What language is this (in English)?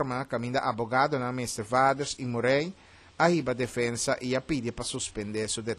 Papiamento